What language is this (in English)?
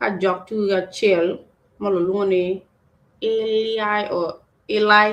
Acoli